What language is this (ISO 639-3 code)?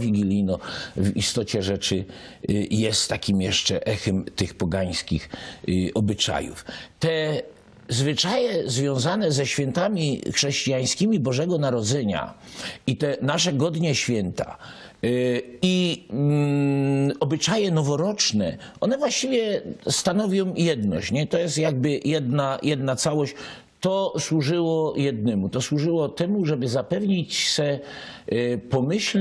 szl